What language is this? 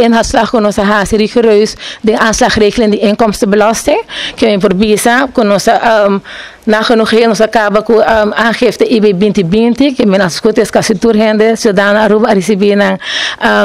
Papiamento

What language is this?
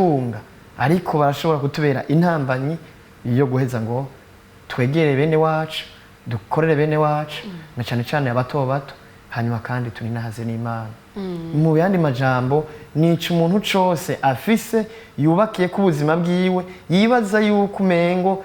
Rundi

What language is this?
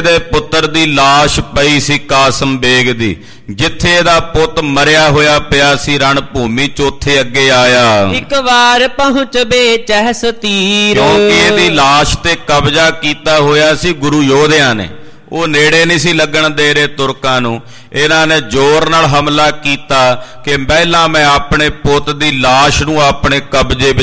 Punjabi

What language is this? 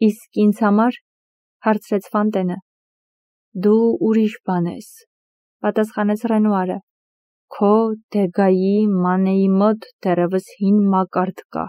Armenian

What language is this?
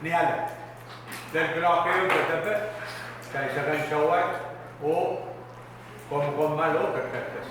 Pohnpeian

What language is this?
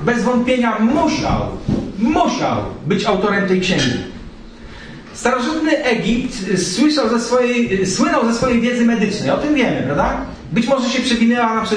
Polish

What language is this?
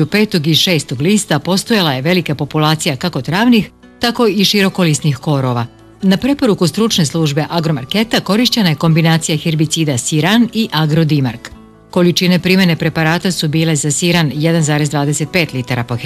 Serbian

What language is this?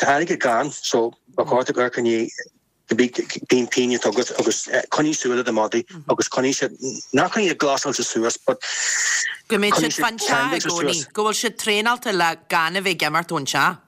Irish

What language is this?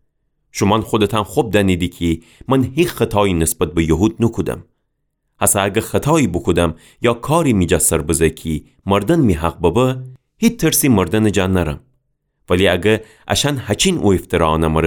Gilaki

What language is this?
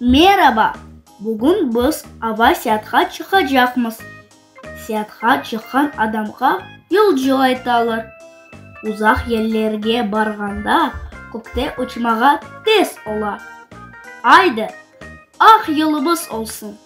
Crimean Tatar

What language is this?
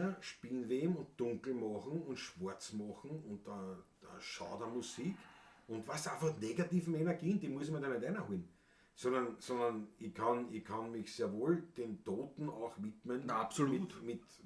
Bavarian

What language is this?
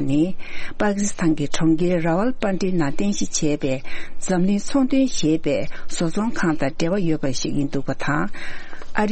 Tibetan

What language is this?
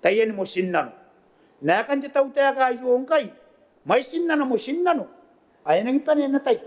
Gilbertese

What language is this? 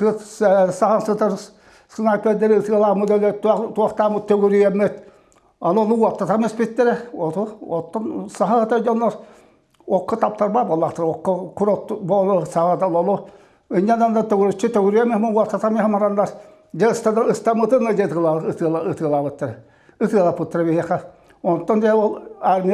Yakut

